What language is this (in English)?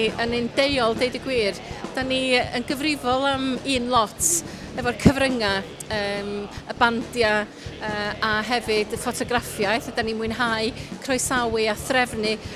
Welsh